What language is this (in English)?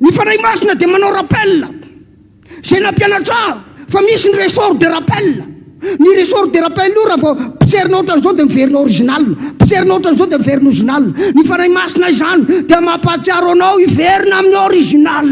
Malagasy